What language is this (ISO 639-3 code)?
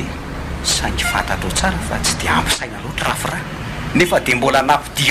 mlg